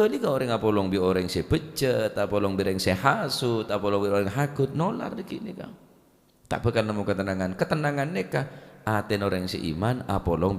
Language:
Madurese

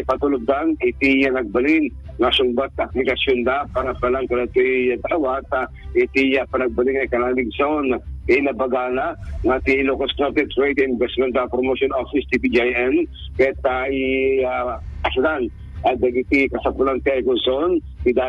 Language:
Iloko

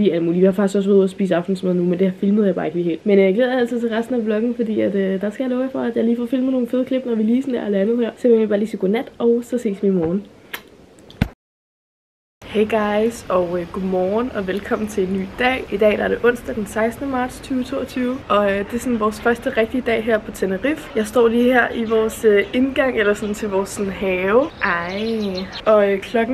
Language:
Danish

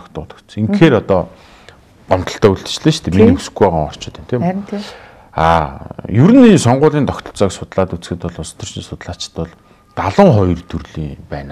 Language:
Mongolian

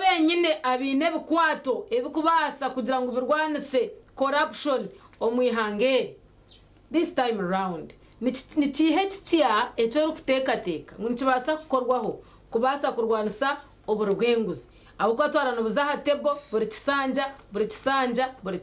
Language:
Nyankole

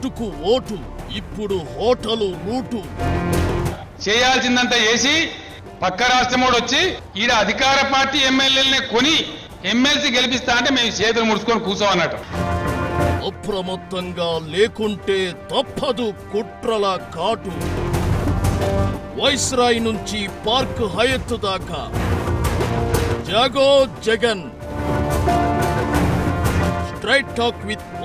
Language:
Telugu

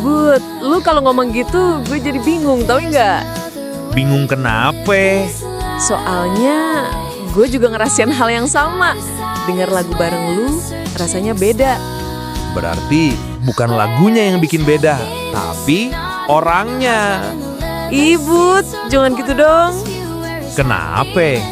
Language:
Betawi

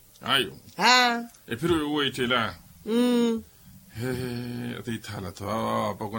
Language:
Makhuwa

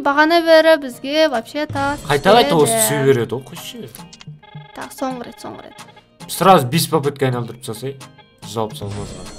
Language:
Kazakh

